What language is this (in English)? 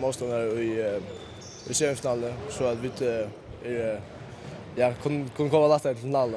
Faroese